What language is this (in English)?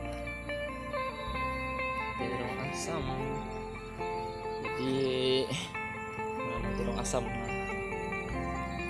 Indonesian